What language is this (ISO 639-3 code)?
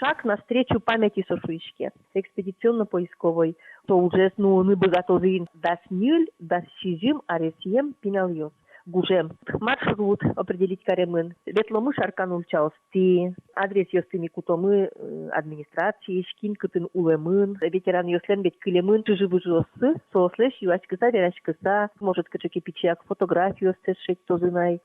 udm